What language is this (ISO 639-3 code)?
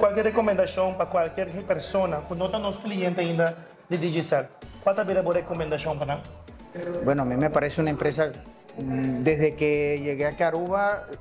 pap